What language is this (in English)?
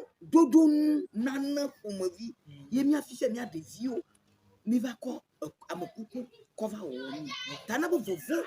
Ewe